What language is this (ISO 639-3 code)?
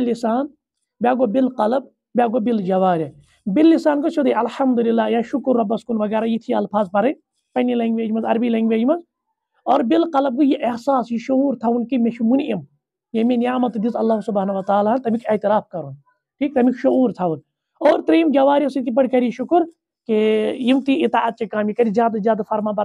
kas